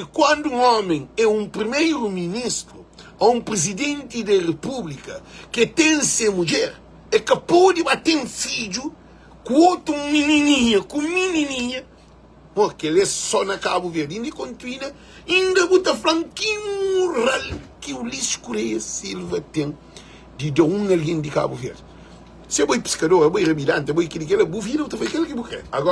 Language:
Kabuverdianu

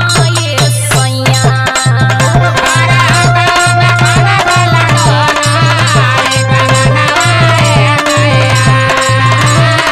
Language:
Bhojpuri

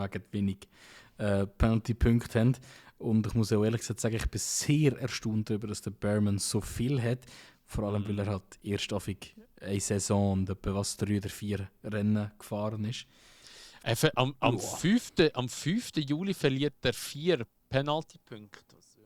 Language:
Swiss German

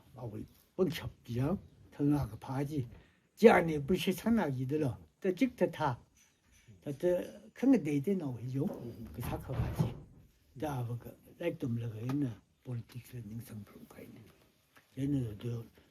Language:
Tangkhul Naga (India)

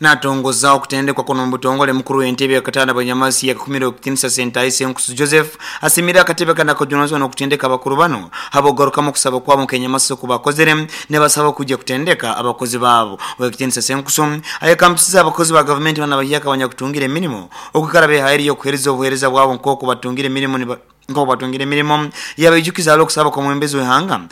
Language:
Nyankole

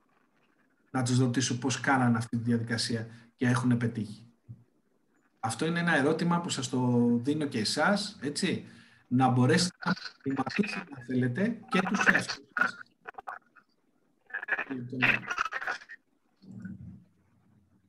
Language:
Greek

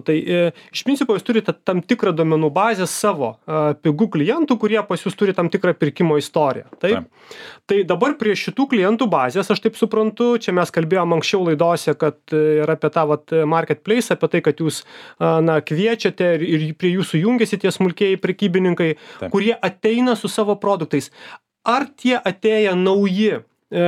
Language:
Lithuanian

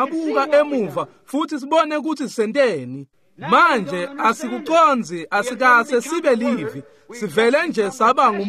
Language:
Swati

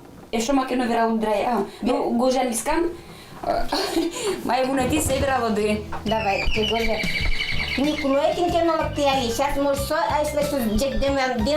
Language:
Udmurt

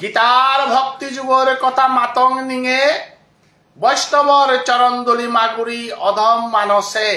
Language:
Bishnupriya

